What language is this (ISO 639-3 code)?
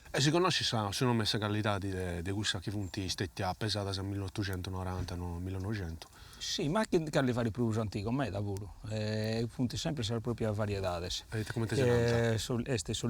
srd